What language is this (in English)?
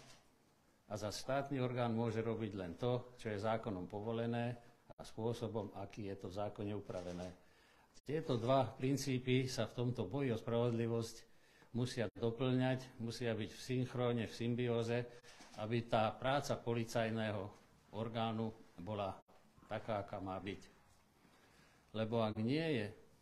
Slovak